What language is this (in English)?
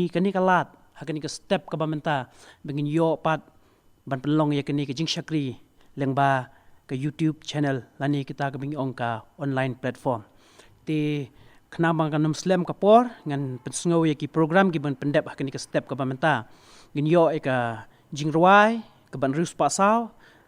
Khasi